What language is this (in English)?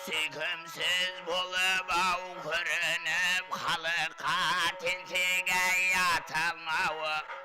Kara-Kalpak